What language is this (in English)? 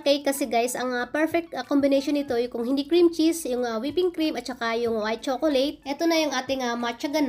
Filipino